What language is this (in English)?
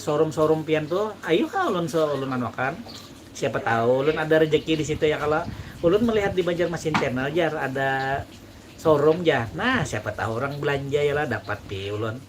Banjar